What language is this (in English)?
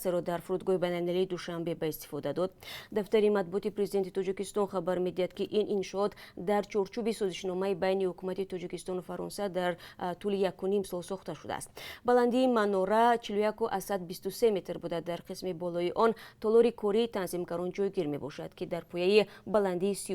Tajik